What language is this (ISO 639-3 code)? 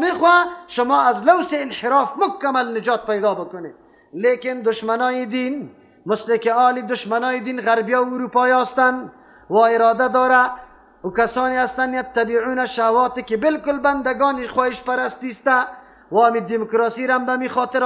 fas